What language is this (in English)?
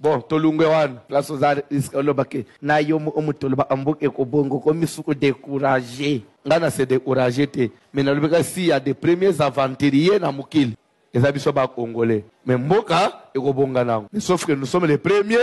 Lingala